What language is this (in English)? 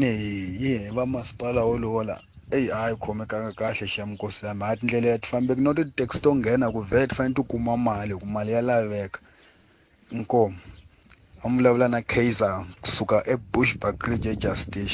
Tsonga